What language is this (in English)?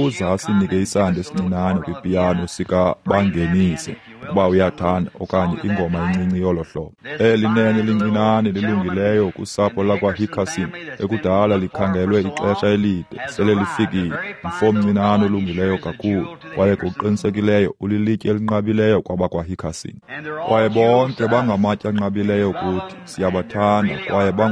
Xhosa